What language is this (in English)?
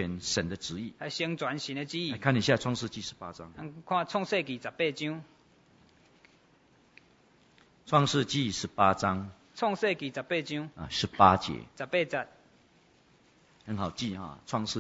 Chinese